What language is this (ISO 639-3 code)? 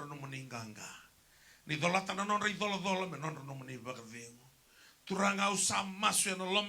fij